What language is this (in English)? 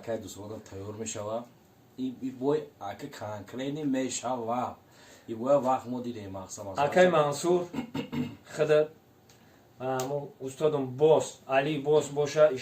Tajik